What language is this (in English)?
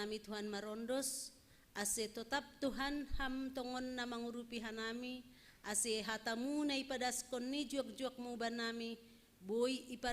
Batak Simalungun